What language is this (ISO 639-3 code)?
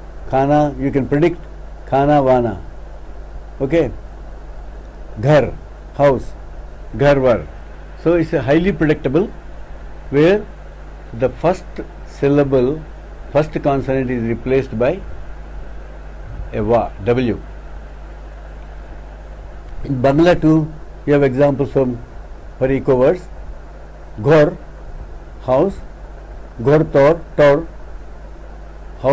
eng